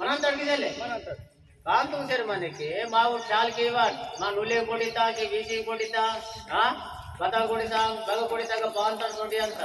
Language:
Aheri Gondi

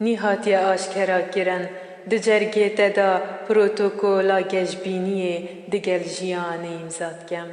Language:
Kurdish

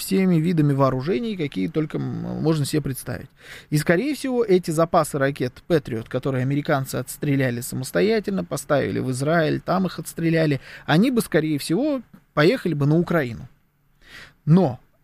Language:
Russian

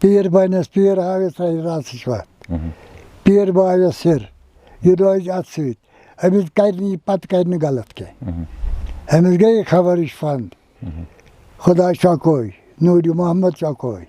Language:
Kashmiri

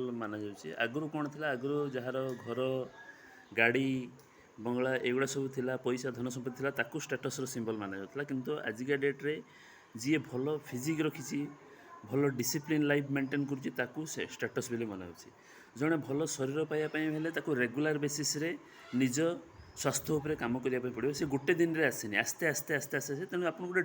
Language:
Odia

